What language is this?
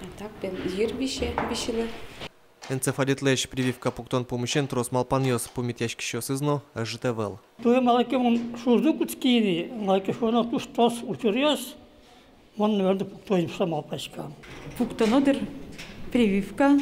Udmurt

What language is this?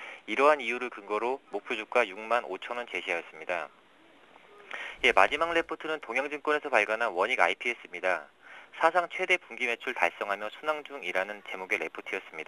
Korean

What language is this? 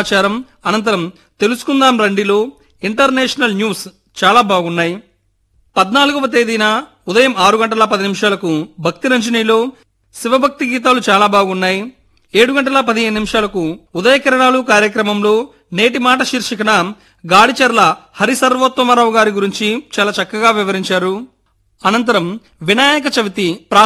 Telugu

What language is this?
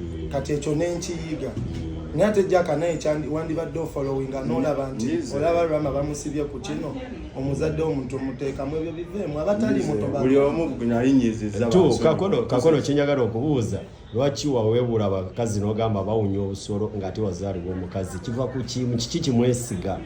Ganda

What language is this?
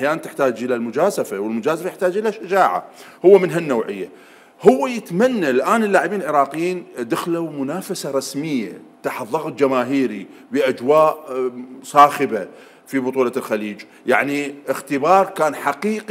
Mesopotamian Arabic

